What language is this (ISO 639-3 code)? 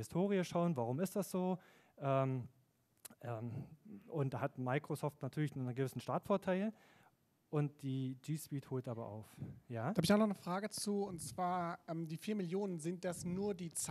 deu